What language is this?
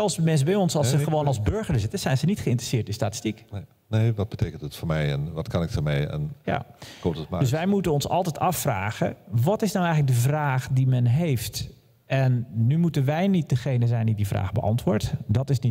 Dutch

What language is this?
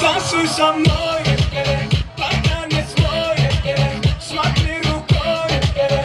Turkmen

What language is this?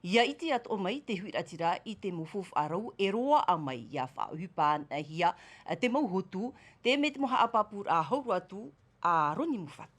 Tahitian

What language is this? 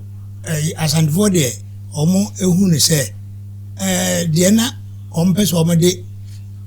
Akan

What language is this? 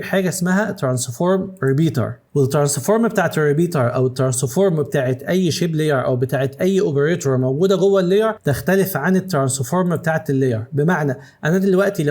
Egyptian Arabic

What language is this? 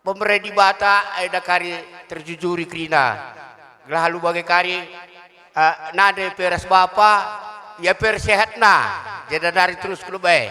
Batak Karo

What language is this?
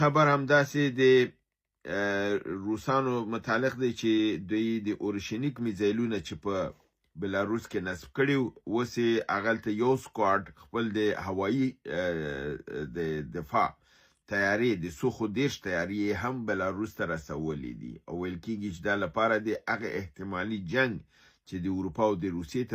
Pashto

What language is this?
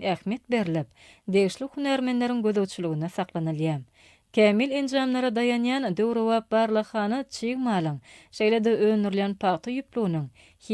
Turkmen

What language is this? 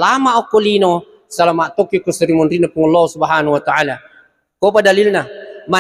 Buginese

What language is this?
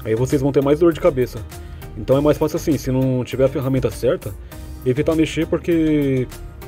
Portuguese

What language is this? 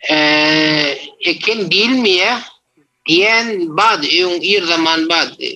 Turkmen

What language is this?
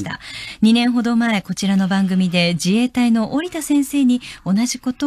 Japanese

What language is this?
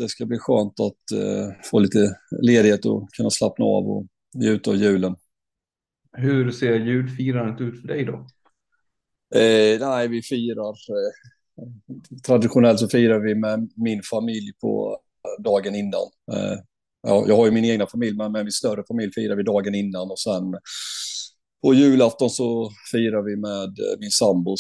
Swedish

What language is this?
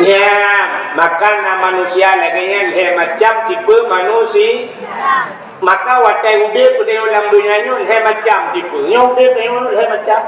Achinese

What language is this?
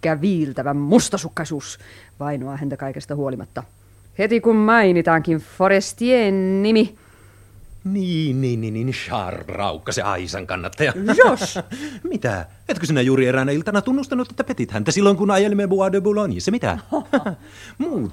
Finnish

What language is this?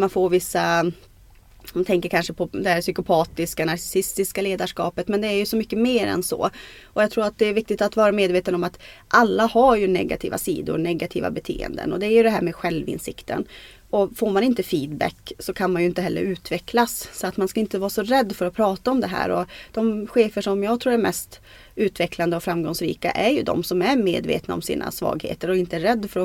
Swedish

